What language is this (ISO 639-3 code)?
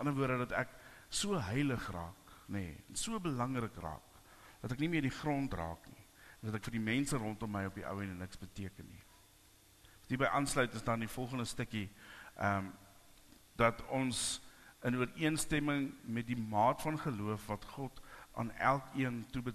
afr